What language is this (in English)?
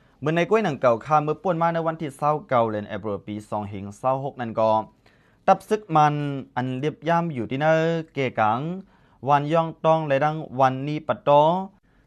Shan